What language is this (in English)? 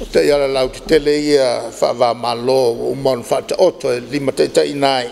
Samoan